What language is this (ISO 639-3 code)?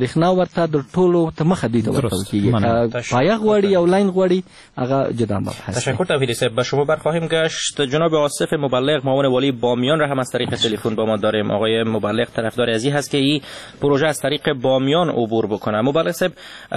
fas